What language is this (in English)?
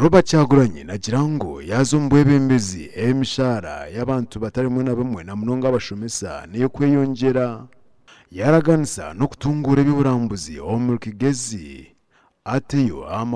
Nyankole